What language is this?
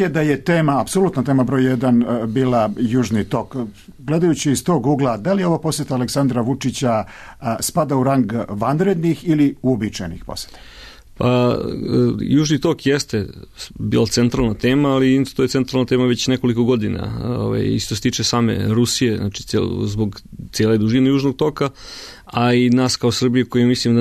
Serbian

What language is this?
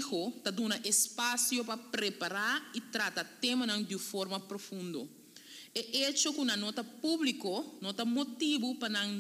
Papiamento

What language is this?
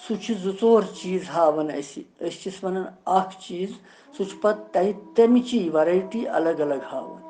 Kashmiri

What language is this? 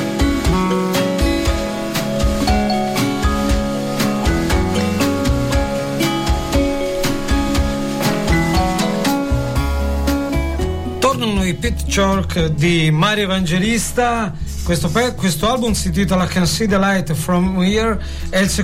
Italian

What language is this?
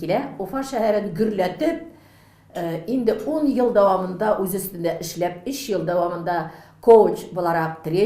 Tatar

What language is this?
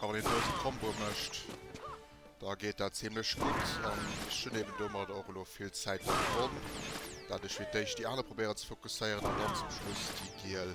Luxembourgish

